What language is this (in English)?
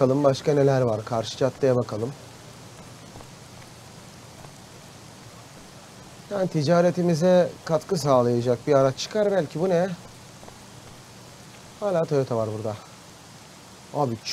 Turkish